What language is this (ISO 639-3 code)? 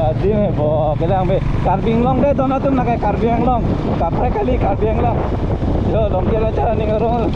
mjw